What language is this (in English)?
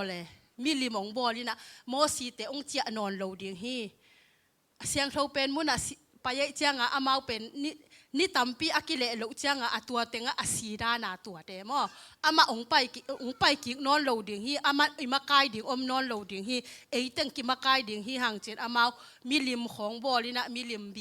Tedim Chin